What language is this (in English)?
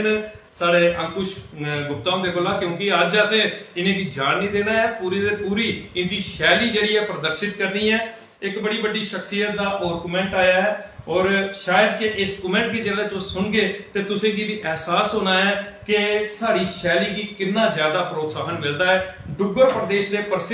Dogri